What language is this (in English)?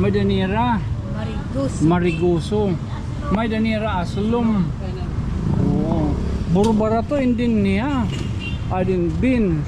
Waray